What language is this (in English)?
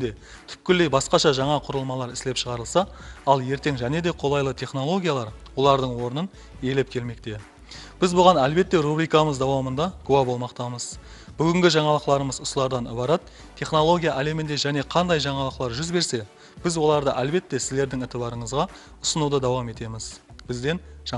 Kara-Kalpak